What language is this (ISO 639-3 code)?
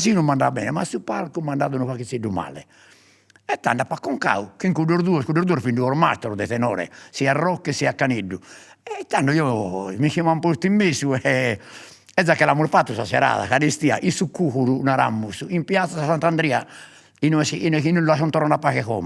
srd